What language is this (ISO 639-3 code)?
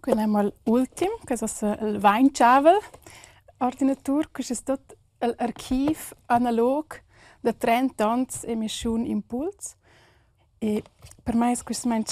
roh